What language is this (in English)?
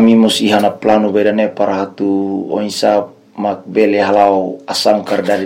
Tetum